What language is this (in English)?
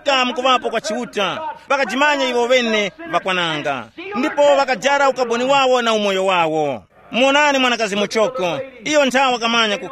Tumbuka